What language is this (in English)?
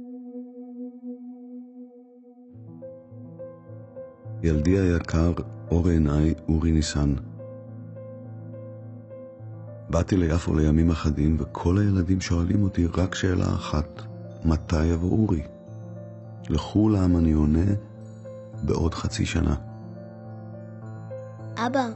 Hebrew